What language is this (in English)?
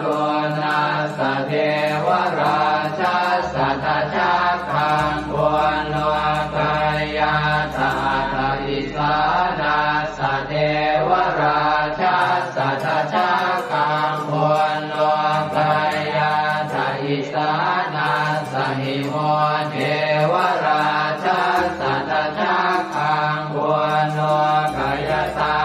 Pali